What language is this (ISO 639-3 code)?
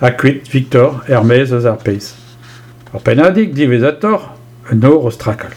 bre